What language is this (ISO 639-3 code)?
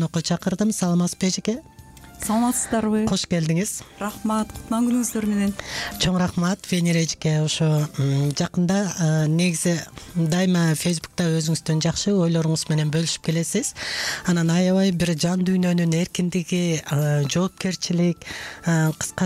kir